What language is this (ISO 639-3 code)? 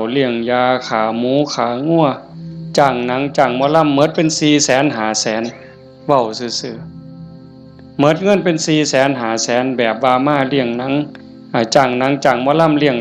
tts